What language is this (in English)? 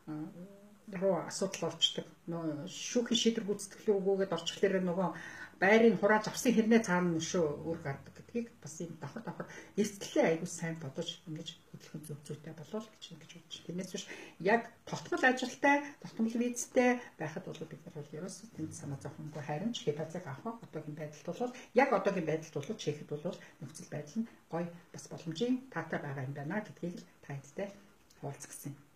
Mongolian